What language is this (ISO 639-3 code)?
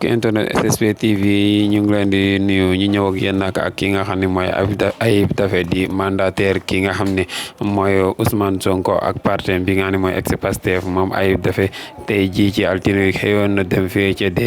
wol